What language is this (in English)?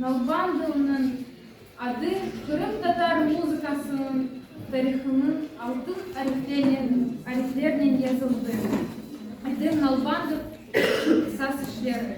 Crimean Tatar